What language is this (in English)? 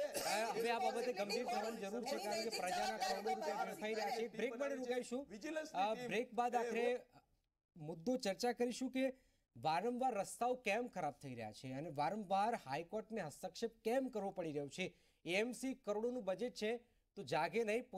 Gujarati